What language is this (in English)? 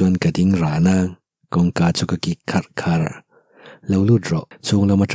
Mizo